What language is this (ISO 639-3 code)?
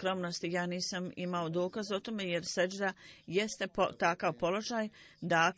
bos